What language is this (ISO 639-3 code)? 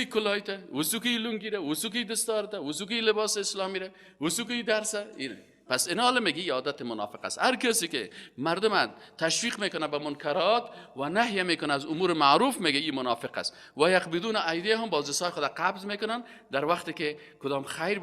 fas